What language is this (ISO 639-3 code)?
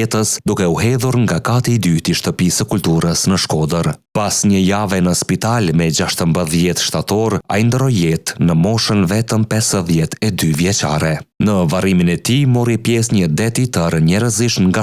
sqi